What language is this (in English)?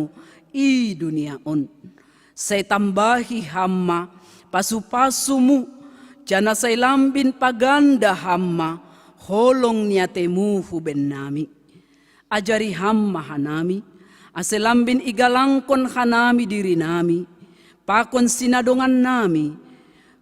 Batak Simalungun